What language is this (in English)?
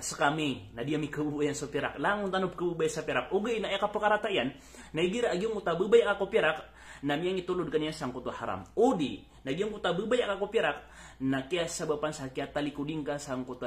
Maranao